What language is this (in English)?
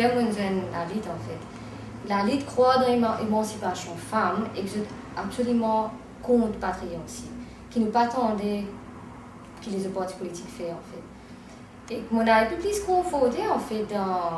Morisyen